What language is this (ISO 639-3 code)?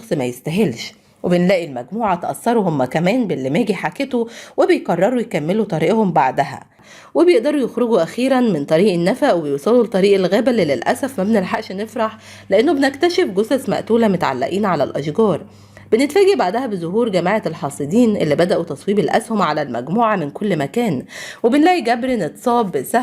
arz